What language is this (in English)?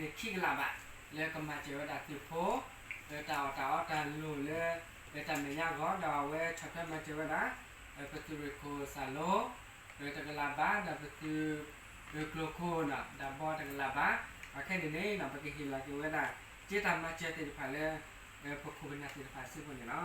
S'gaw Karen